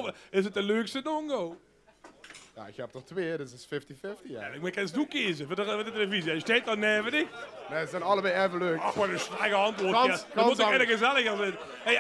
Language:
Limburgish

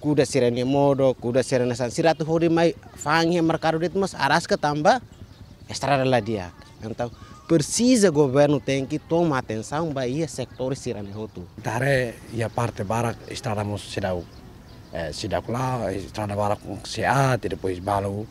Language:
Tetum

